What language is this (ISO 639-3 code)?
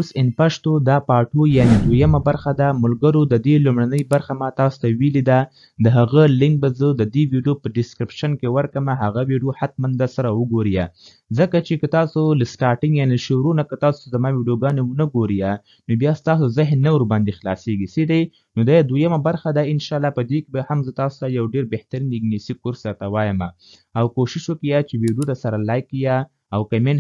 pus